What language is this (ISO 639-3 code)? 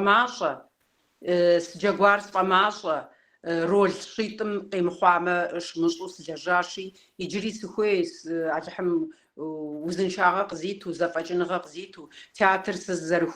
kbd